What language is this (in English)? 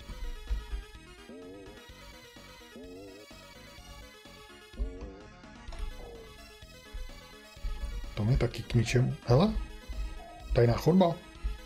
Czech